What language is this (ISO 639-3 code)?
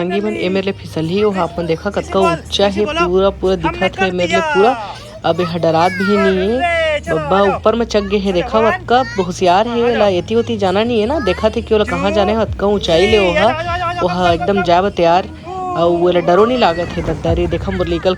hne